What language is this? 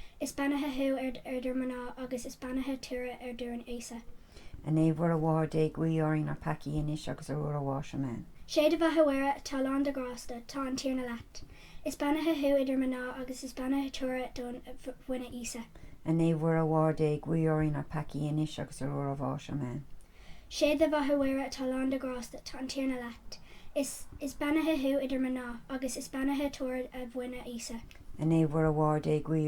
Irish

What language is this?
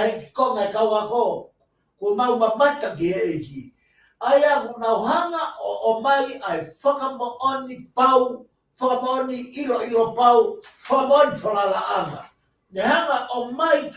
Tongan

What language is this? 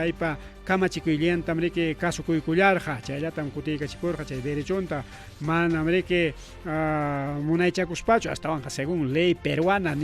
Ayacucho Quechua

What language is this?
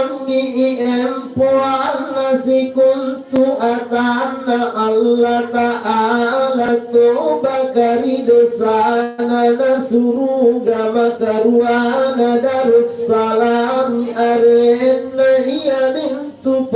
Makasar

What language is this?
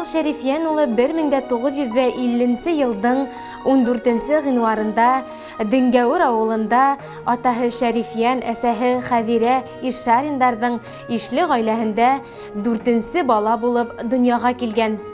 Bashkir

